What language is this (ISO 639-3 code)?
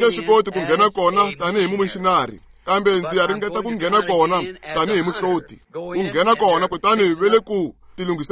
tso